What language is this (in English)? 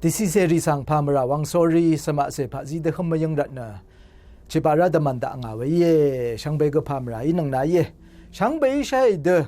Rawang